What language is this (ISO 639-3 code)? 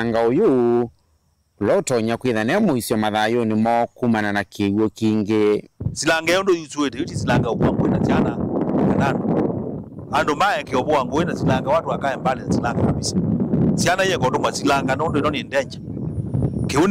kam